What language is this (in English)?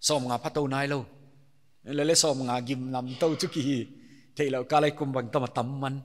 Paite Chin